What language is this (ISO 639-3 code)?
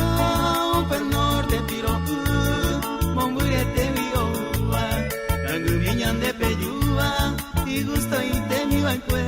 grn